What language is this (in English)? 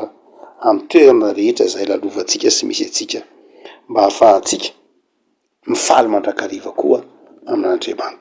Malagasy